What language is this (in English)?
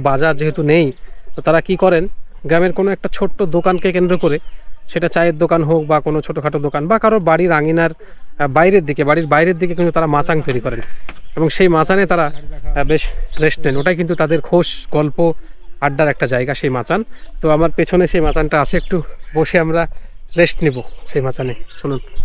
Bangla